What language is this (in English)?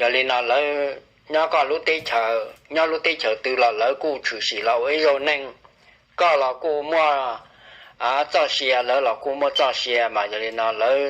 Hmong